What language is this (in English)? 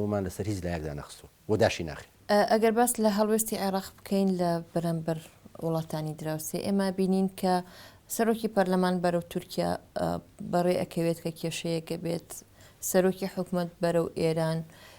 Central Kurdish